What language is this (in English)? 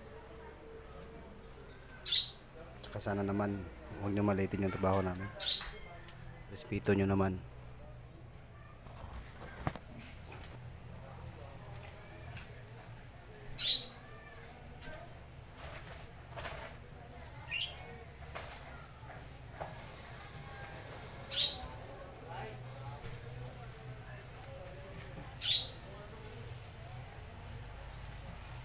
Filipino